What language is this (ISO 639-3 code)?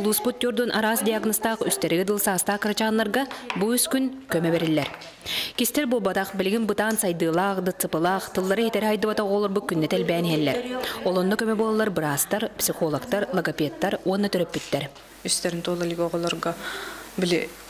sah